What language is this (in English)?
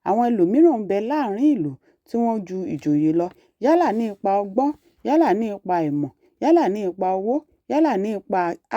Yoruba